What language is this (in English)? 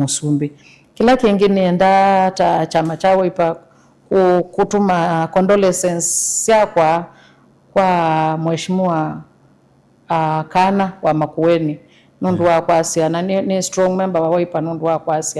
Kamba